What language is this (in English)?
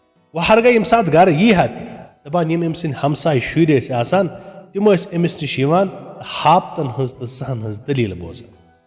Kashmiri